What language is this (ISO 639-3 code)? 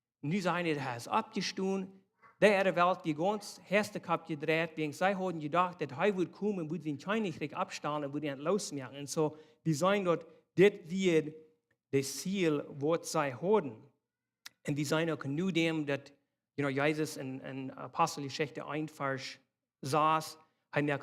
pdt